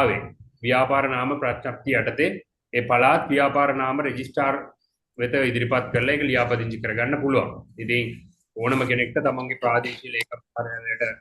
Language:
Sinhala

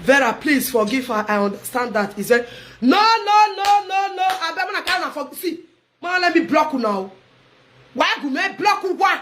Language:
Nigerian Pidgin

